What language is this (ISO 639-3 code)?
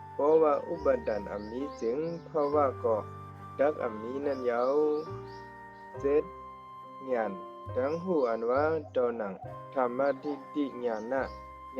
shn